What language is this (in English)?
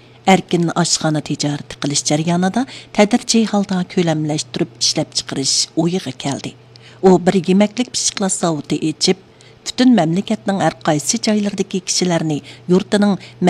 Uyghur